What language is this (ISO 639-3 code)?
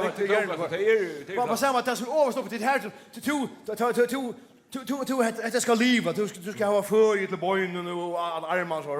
fao